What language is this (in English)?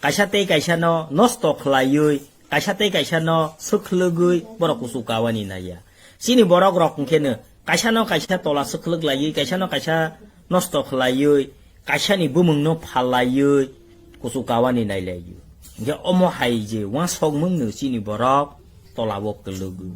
Kok Borok